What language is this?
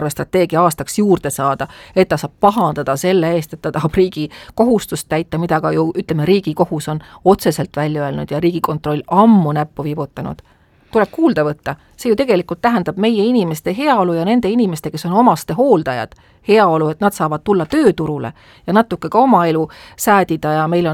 Estonian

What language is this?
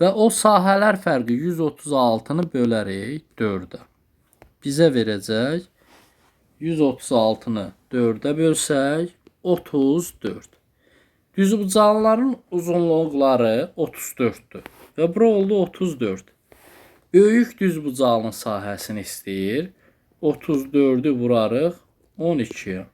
Azerbaijani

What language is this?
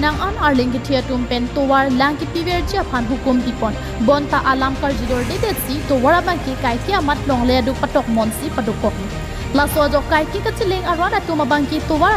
Karbi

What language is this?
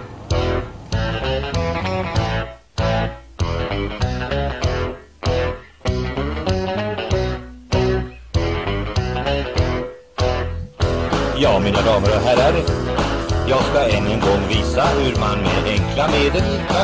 Swedish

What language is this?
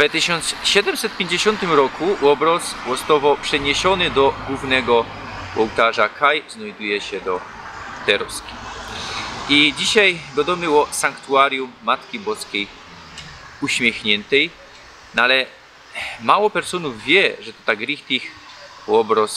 Silesian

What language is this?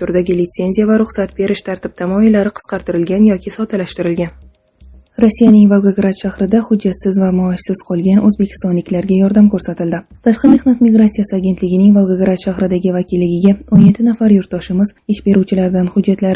Uzbek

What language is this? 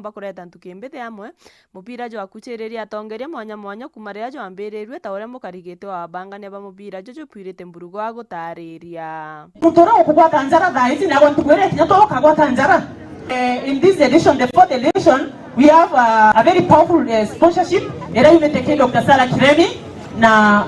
Meru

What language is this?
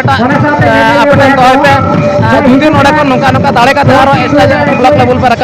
Santali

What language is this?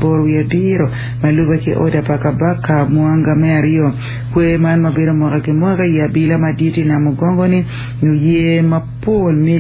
Acoli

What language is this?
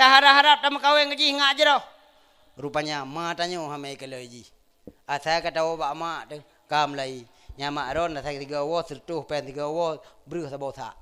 Achinese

